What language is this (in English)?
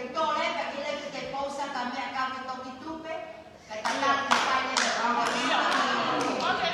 Tongan